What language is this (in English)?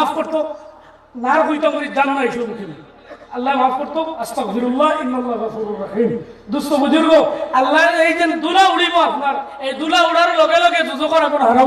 Sylheti